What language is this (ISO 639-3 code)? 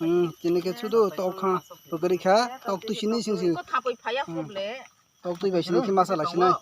trp